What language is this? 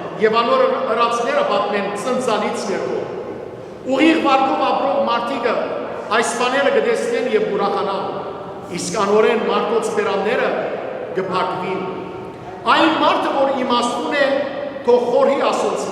Western Armenian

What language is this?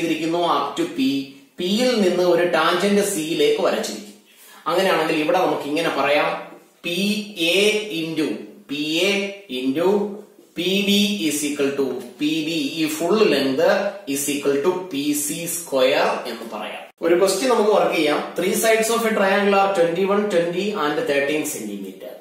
Malayalam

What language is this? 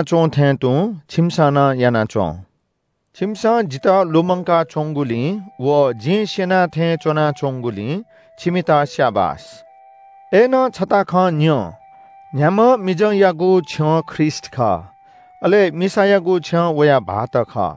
Newari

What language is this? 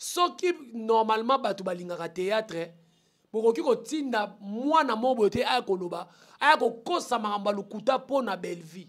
Lingala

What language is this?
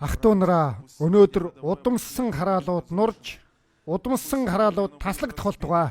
Mongolian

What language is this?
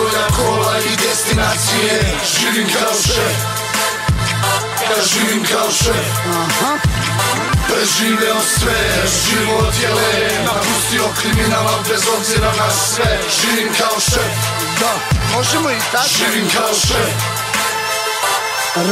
Serbian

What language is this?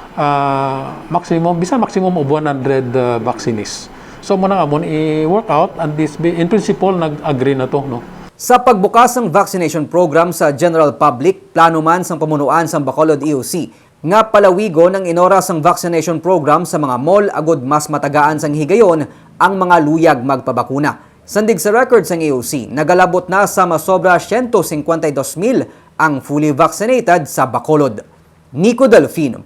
Hiligaynon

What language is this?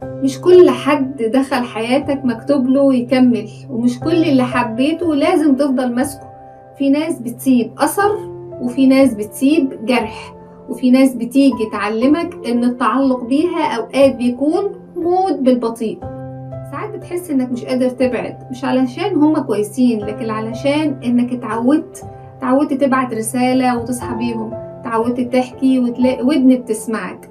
Egyptian Arabic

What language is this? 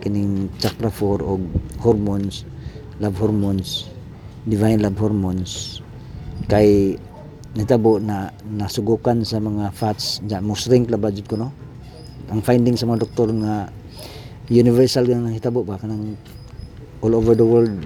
Cebuano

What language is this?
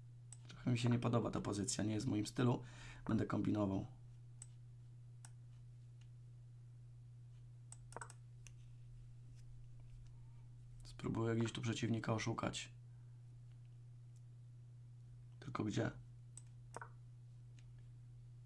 Polish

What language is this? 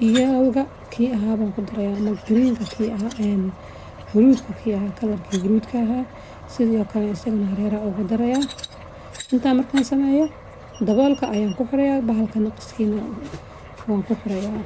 Somali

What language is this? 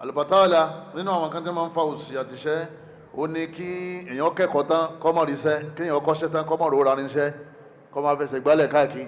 Yoruba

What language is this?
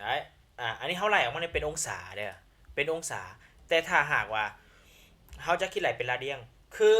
Lao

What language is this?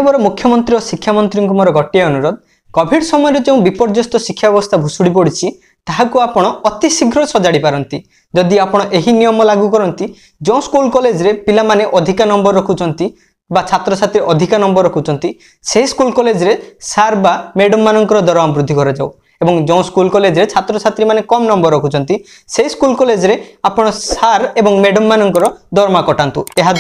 Odia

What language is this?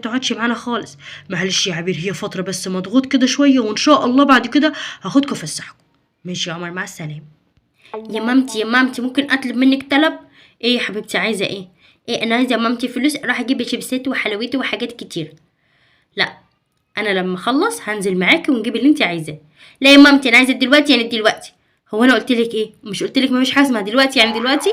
Egyptian Arabic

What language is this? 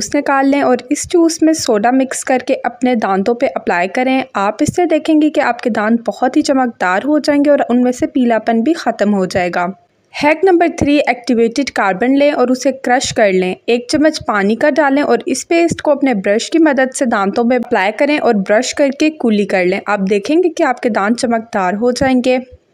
Hindi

